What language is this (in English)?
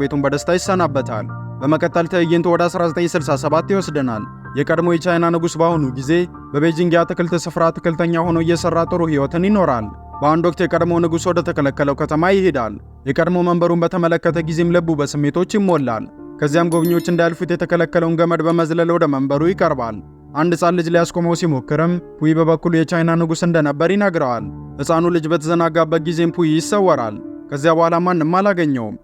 Amharic